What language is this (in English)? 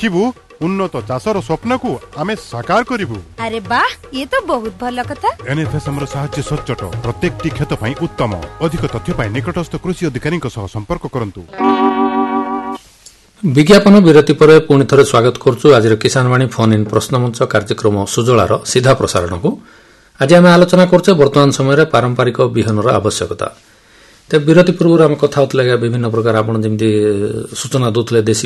Odia